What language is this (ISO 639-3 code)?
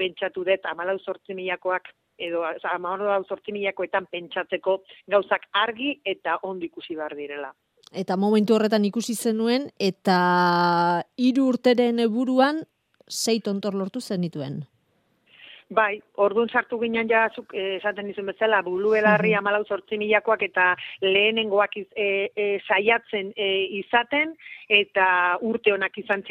eus